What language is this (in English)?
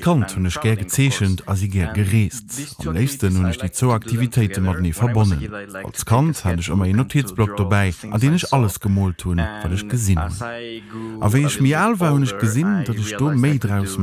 Luxembourgish